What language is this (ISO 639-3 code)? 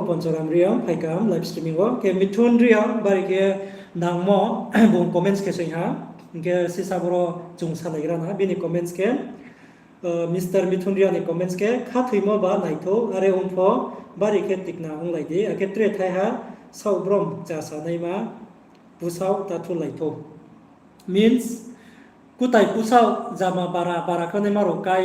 ria